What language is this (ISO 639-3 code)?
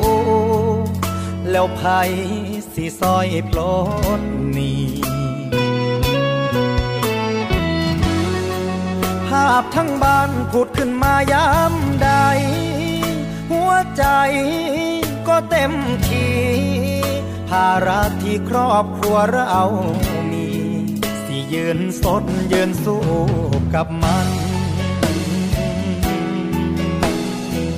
tha